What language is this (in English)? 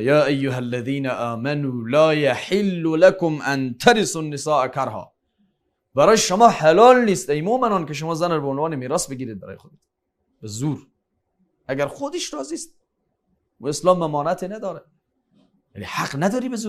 Tajik